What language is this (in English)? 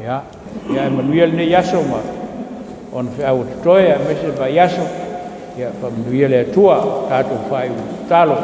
Samoan